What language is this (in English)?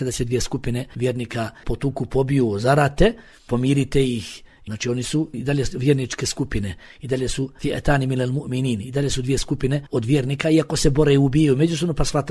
Bosnian